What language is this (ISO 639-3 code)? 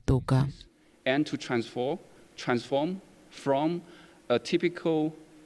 tsn